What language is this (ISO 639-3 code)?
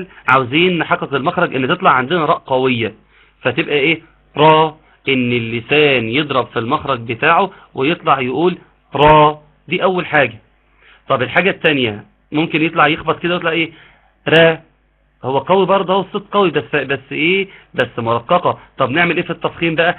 arz